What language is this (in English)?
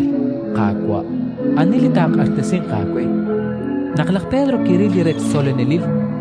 Kekchí